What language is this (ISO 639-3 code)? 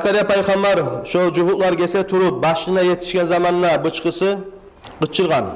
kum